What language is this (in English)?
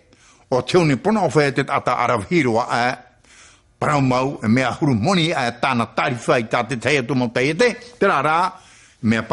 Tahitian